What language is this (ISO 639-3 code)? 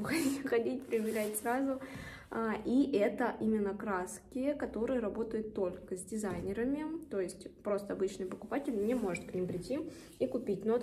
rus